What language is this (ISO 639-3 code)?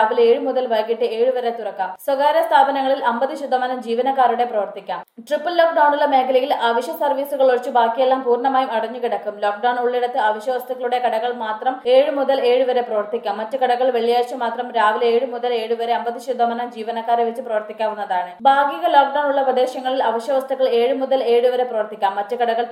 mal